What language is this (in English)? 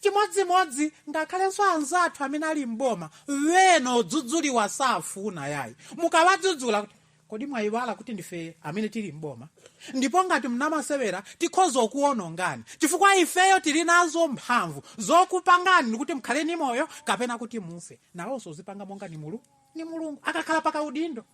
Nyanja